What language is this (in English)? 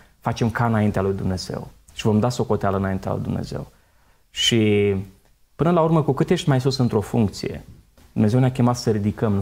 Romanian